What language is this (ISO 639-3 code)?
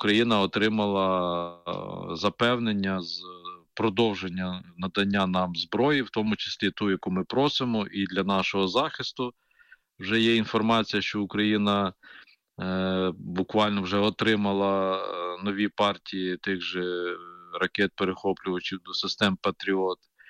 ukr